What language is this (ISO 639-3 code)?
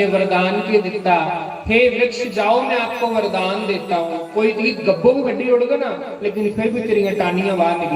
doi